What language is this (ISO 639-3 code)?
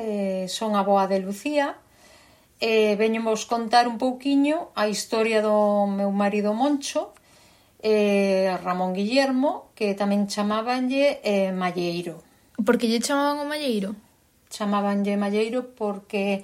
glg